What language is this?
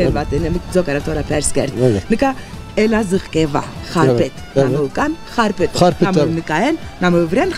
Zaza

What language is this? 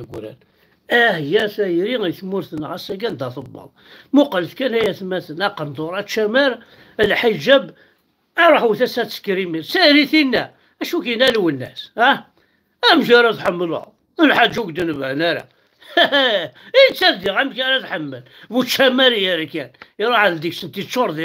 Kabyle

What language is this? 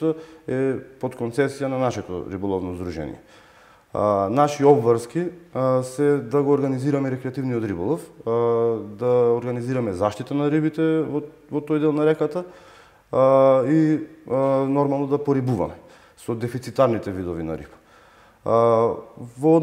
Macedonian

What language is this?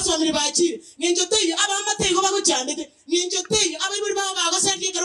Gusii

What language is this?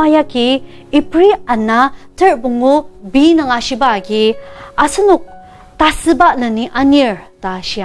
Ao Naga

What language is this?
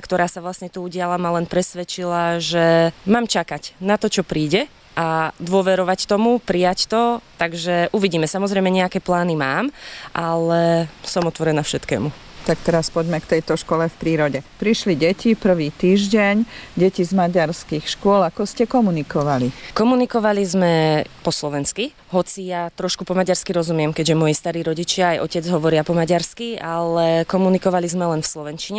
Slovak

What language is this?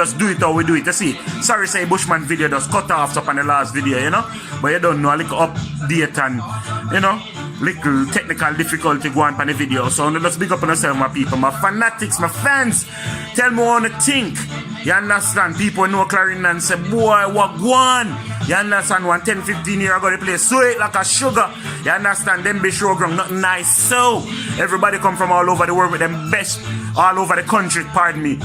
Jamaican Creole English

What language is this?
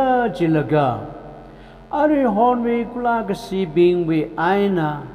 Tangkhul Naga (India)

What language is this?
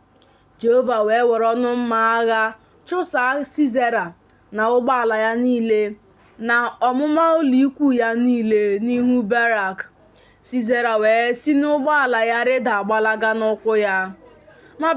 Igbo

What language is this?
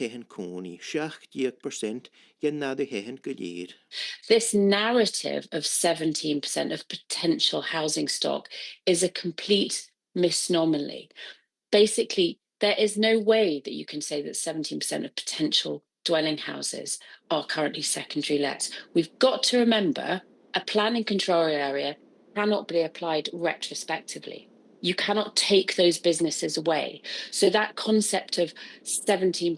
Scottish Gaelic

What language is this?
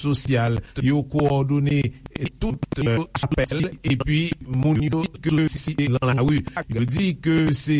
Haitian Creole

